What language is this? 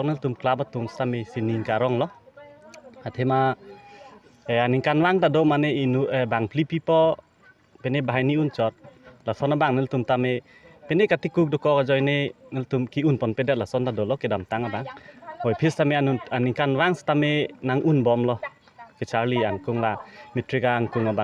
Karbi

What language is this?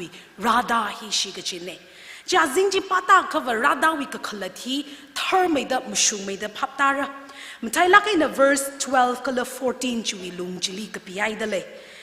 Tangkhul Naga (India)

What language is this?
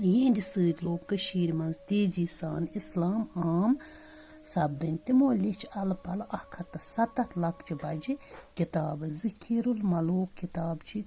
Kashmiri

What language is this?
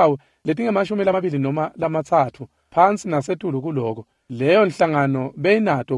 Swati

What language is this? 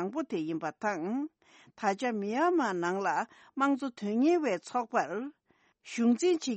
Tibetan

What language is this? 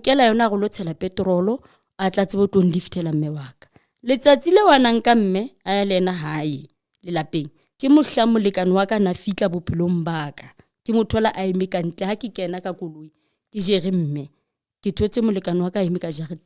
Southern Sotho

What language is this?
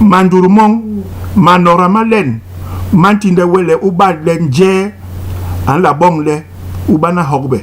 Basaa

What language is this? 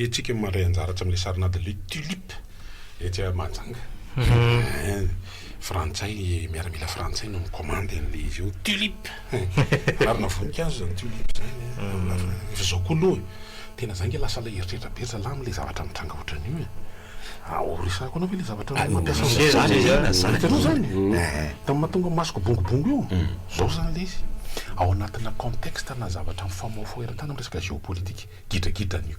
Malagasy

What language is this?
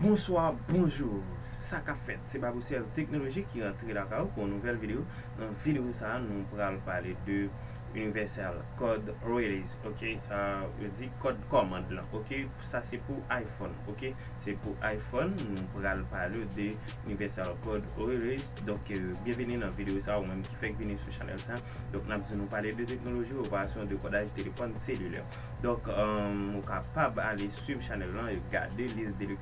Haitian Creole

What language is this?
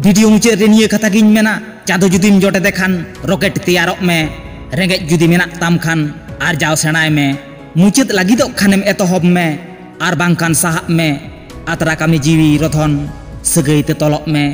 Santali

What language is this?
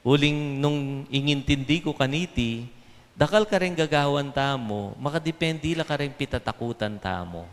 Pampanga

